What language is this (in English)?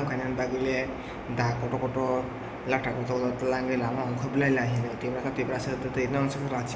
Kok Borok